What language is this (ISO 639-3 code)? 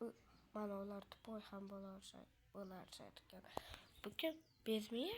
uzb